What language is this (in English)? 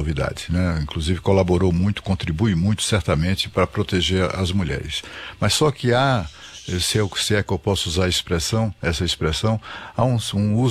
Portuguese